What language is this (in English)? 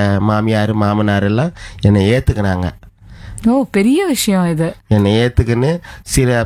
Tamil